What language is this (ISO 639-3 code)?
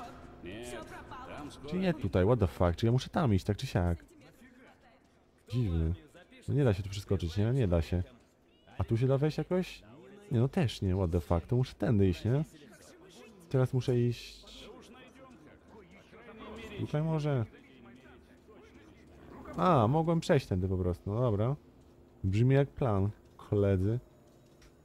pol